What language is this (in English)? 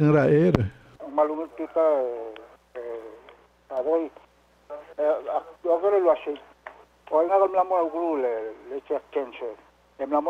Palauan